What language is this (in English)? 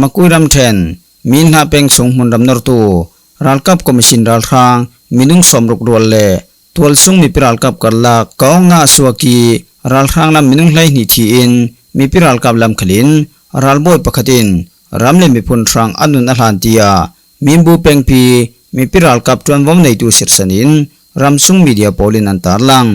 Falam Chin